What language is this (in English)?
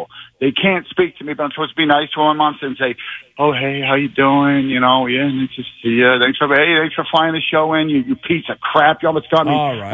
English